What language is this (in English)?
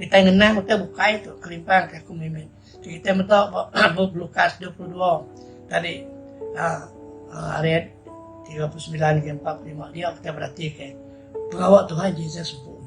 Iban